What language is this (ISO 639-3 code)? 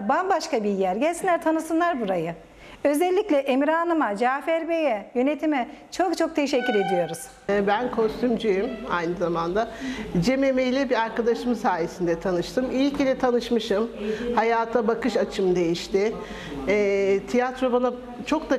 tur